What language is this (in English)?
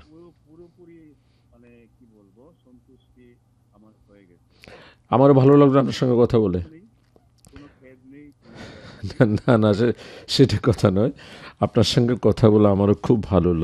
Bangla